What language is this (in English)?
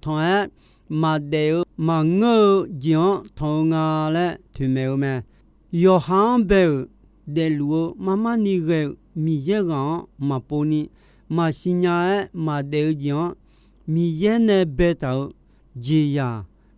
Akha